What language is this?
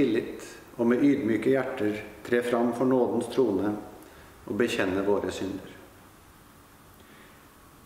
Norwegian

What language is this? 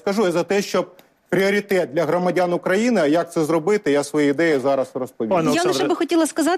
Ukrainian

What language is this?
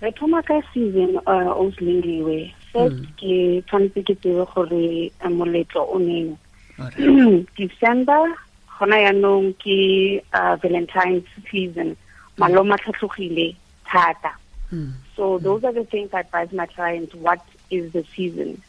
Tswana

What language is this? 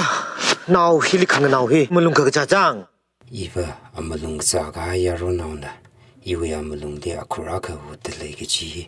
Tangkhul Naga (India)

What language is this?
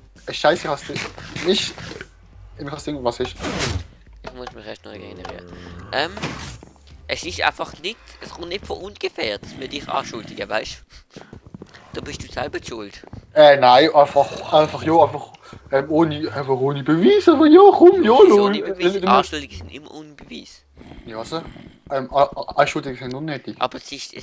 Swiss German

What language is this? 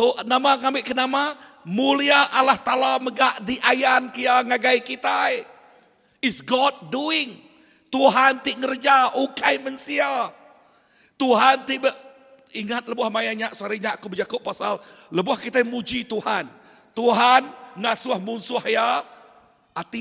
Iban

